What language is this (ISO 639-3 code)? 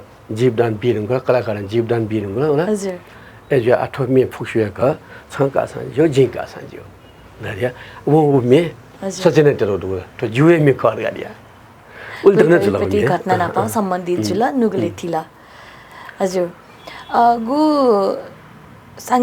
new